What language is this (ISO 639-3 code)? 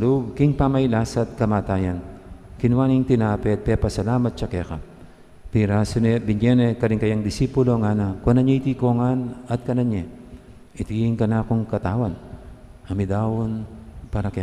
pam